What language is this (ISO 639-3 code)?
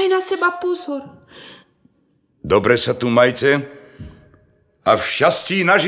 slk